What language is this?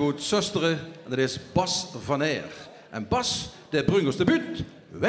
Limburgish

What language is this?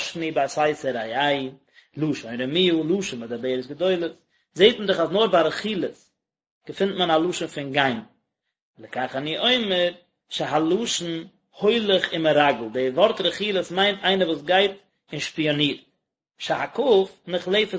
Yiddish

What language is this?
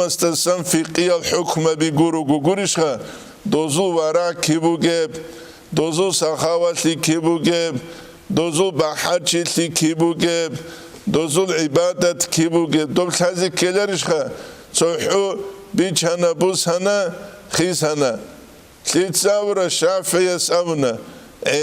Avaric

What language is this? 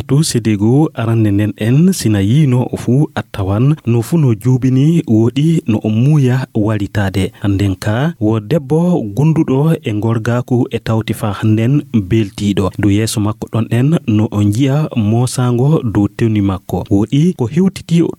Fula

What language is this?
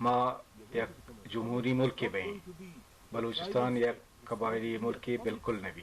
Baluchi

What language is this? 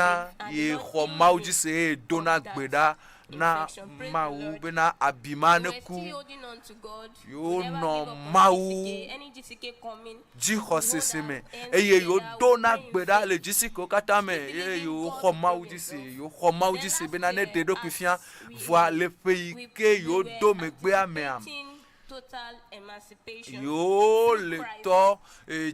Ewe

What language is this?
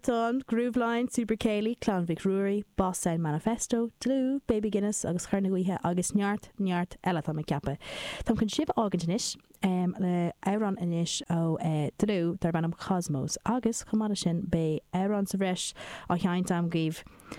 Irish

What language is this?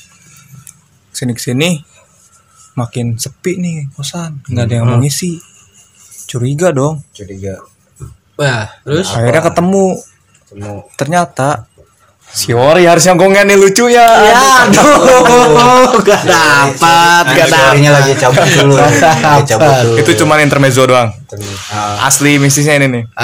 Indonesian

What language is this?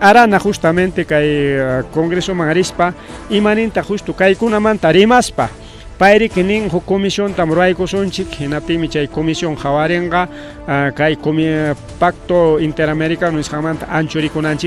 Ayacucho Quechua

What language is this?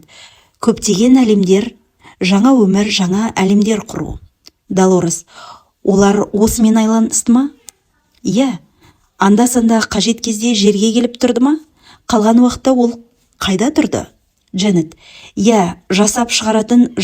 Kazakh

